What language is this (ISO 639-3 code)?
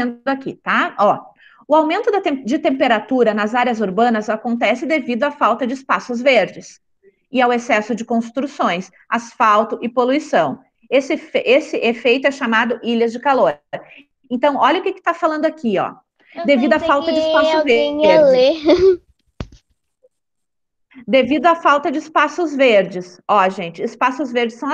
por